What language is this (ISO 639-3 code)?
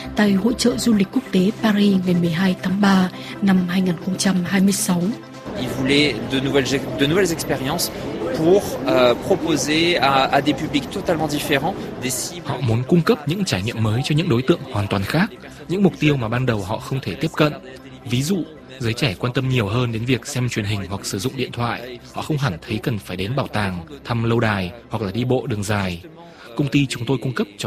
vie